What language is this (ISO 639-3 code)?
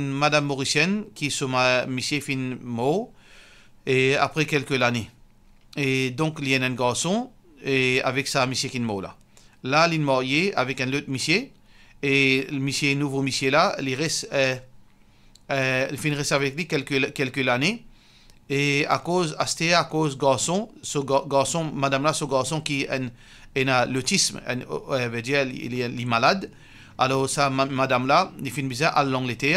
mfe